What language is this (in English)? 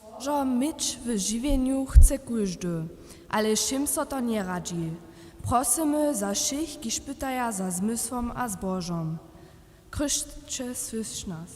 Upper Sorbian